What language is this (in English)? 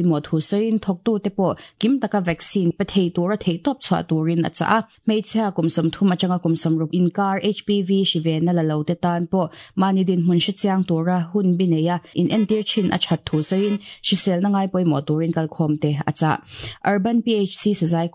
Mizo